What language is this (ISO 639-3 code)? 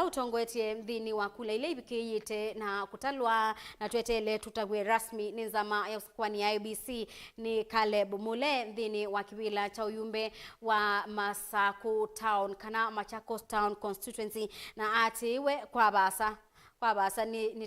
kam